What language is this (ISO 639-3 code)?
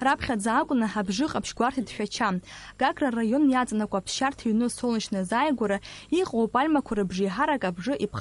abk